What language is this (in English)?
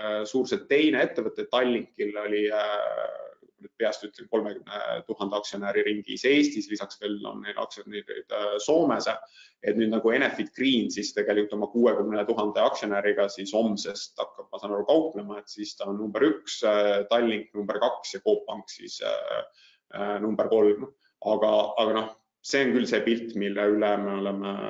Estonian